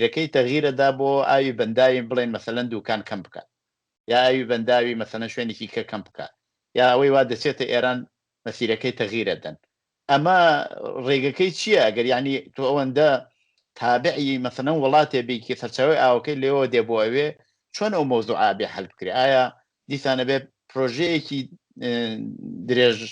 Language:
Central Kurdish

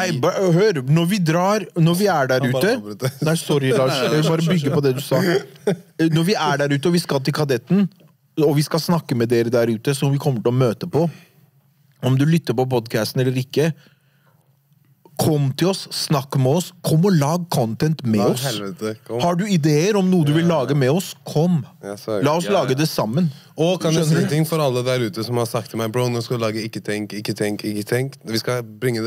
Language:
Norwegian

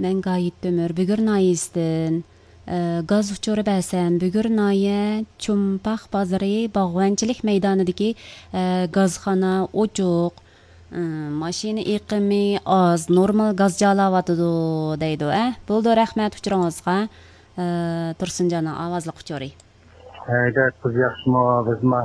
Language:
Uyghur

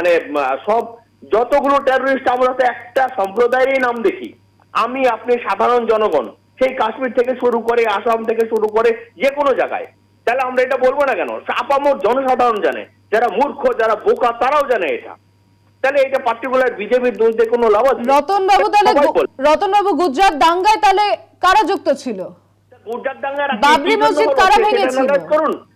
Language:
Bangla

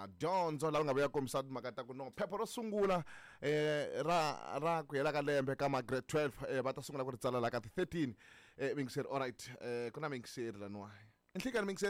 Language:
Tsonga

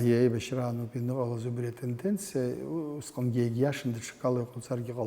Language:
Abkhazian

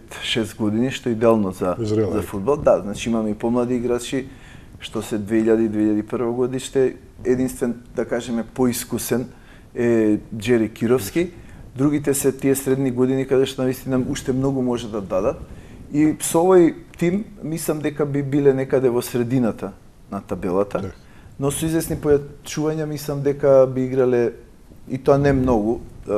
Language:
Macedonian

